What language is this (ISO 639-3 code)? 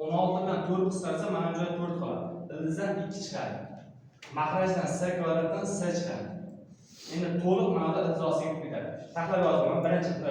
uzb